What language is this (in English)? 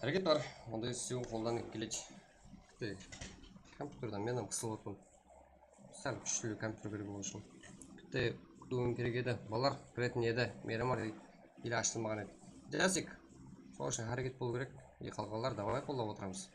Kara-Kalpak